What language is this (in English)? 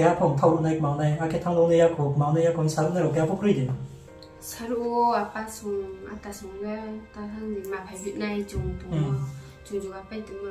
Riang (India)